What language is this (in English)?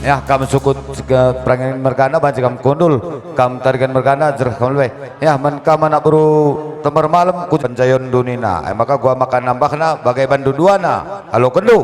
Batak Karo